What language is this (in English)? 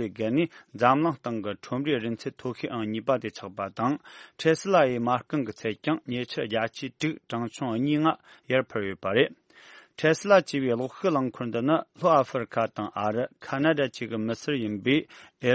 Tibetan